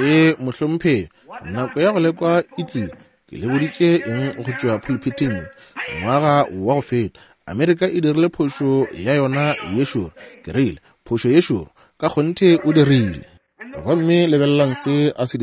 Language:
Northern Sotho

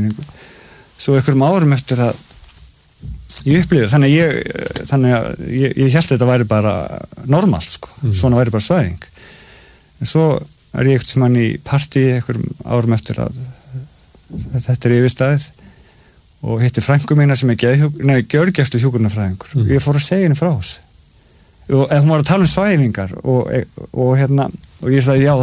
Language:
Icelandic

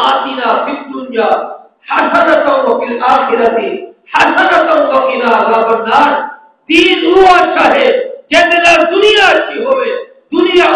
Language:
Saraiki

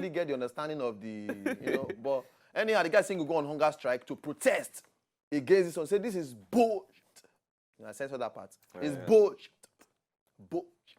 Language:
Nigerian Pidgin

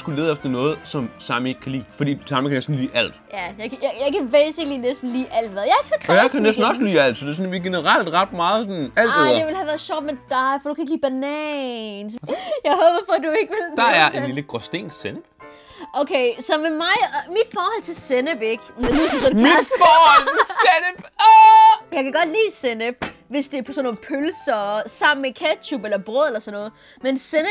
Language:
Danish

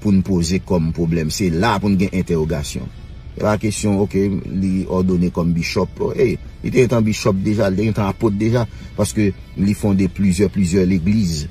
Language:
Haitian Creole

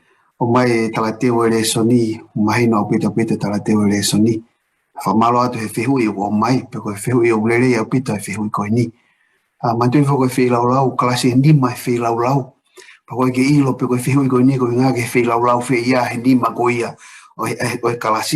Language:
Tongan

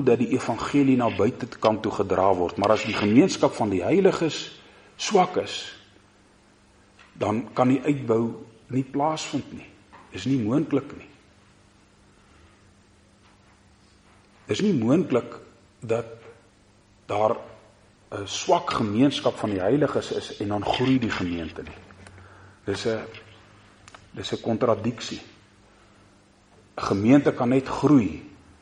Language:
Afrikaans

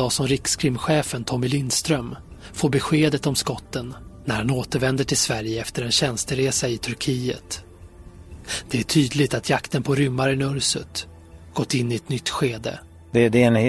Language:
Swedish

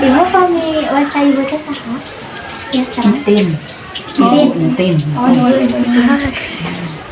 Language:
Sundanese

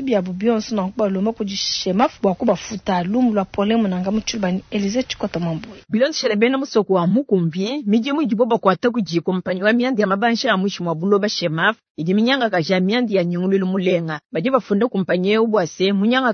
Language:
Luba-Lulua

